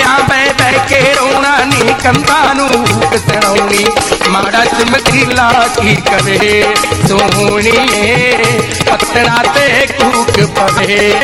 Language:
Punjabi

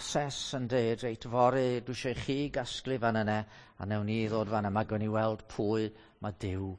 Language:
Welsh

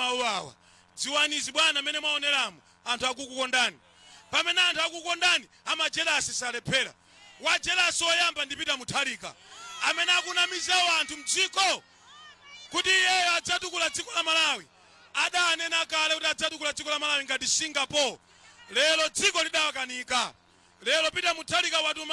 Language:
Nyanja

